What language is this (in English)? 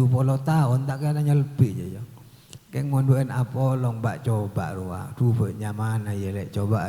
Madurese